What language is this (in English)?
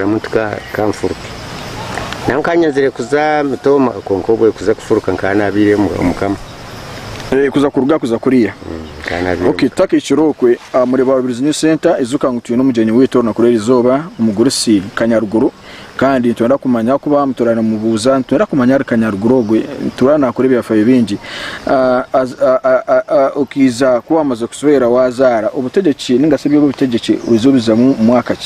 Nyankole